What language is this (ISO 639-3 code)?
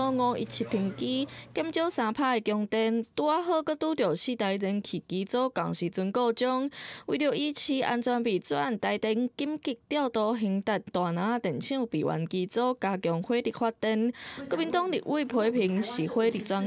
nan